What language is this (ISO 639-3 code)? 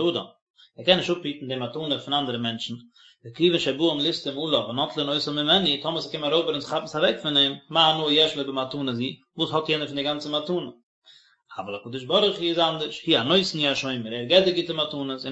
yid